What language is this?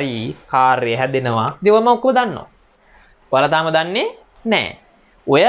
Sinhala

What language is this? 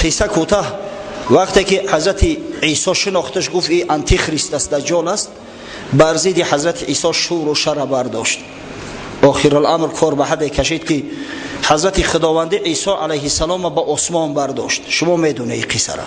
Tajik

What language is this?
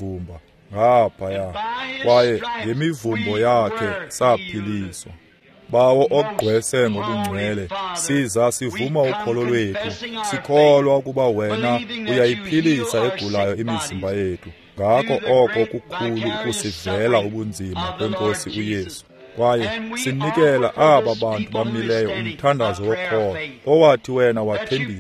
Xhosa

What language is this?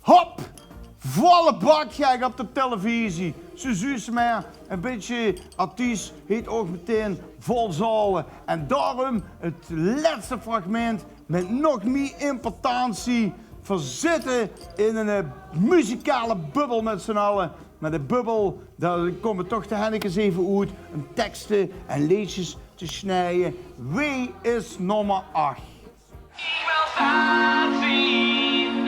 Limburgish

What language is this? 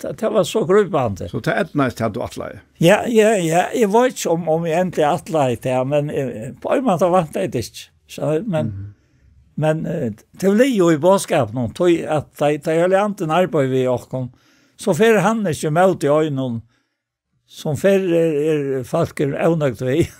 Faroese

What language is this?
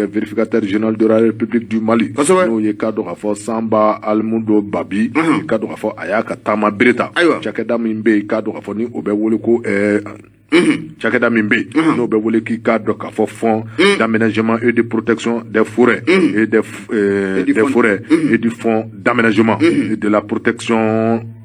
Bambara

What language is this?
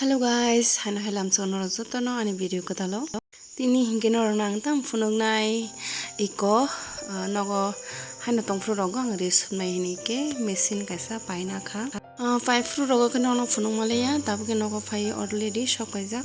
Kok Borok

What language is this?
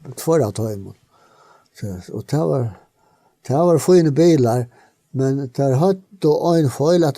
Faroese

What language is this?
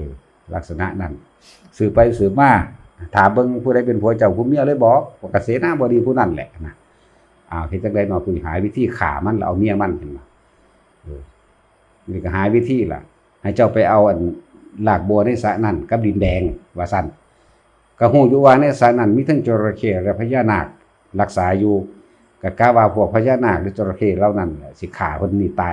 Northeastern Thai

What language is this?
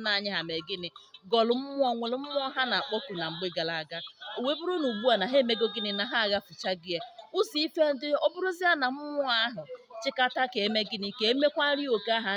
Igbo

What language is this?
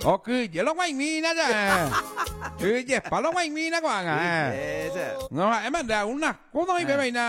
Guarani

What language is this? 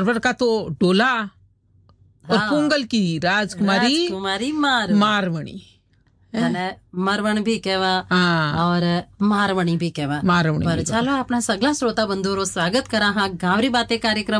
Hindi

